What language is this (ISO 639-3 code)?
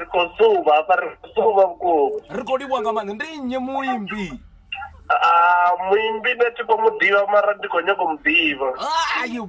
ven